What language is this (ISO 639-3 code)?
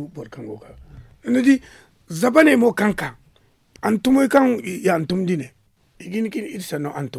dje